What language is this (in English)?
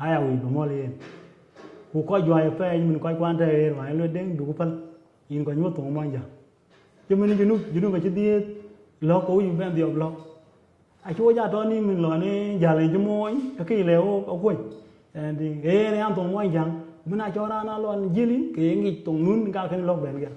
Dinka